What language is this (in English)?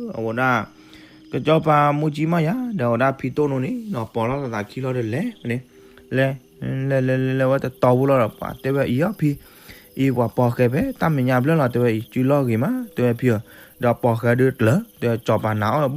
S'gaw Karen